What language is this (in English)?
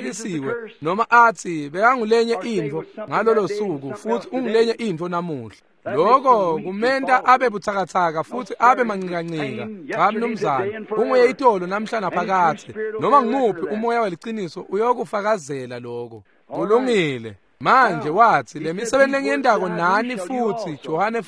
Swati